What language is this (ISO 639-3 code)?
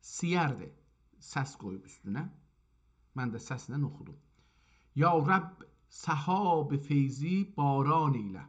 azb